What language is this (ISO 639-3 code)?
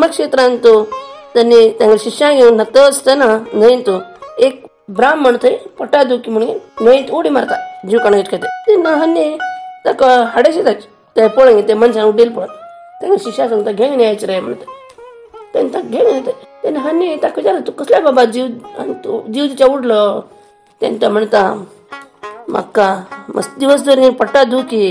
kok